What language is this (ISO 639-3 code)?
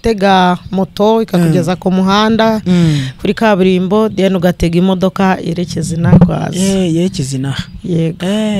kin